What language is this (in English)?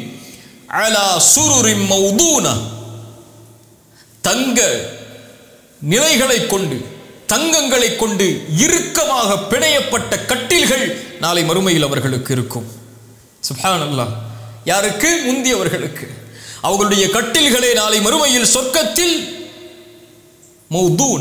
Tamil